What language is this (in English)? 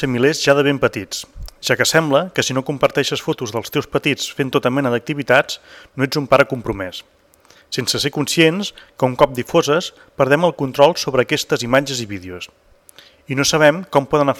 Catalan